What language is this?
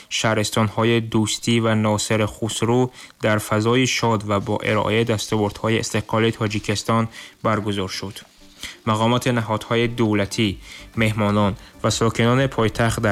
Tajik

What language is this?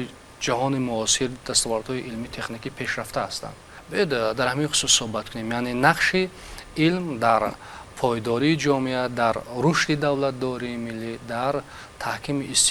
Tajik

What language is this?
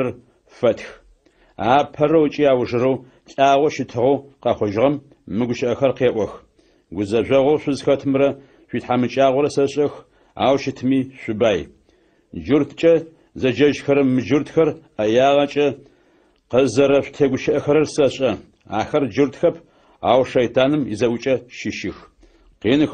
Adyghe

